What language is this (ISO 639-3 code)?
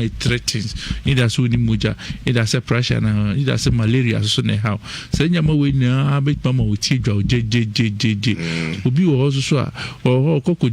aka